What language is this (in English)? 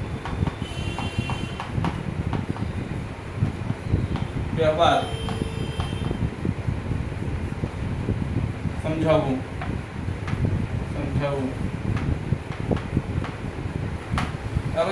Gujarati